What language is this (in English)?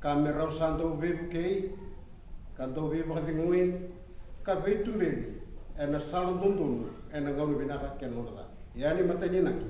Fijian